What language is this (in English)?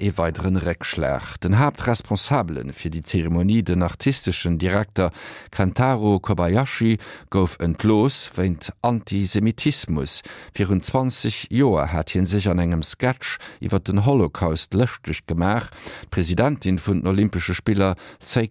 Luxembourgish